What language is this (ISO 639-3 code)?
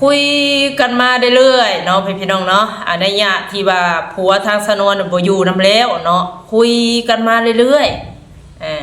lao